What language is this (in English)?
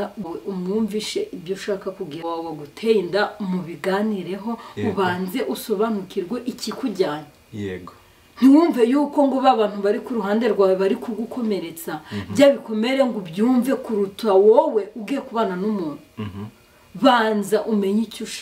Kinyarwanda